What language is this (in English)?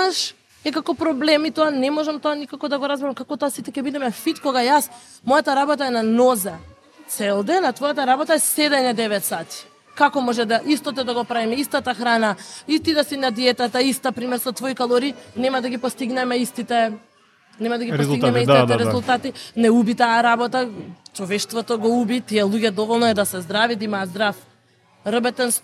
Macedonian